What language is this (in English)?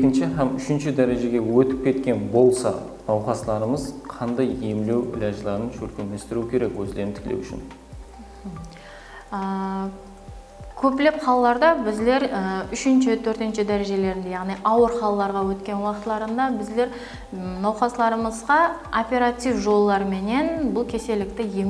Kara-Kalpak